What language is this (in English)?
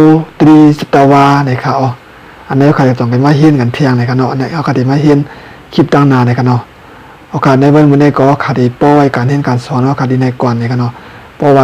Shan